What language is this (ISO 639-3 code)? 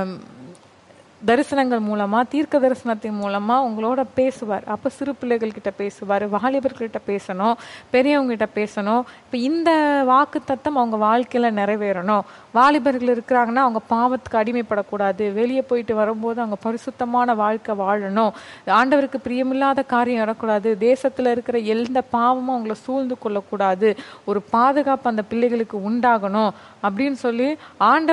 tam